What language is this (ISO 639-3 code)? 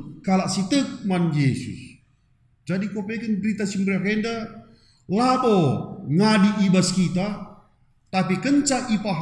btx